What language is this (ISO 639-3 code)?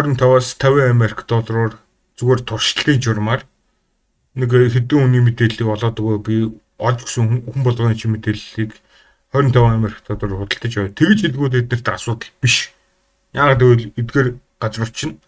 mon